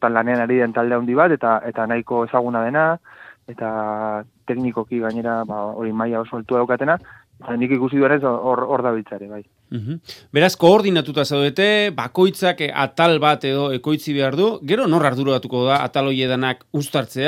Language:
Basque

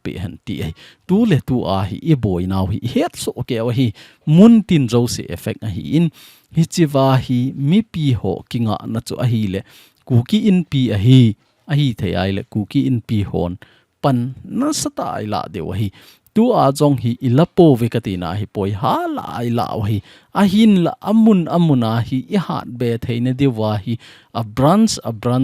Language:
Thado Chin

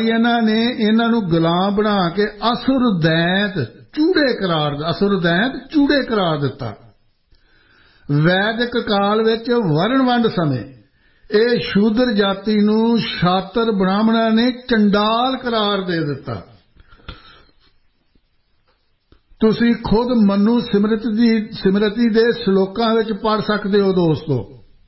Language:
Punjabi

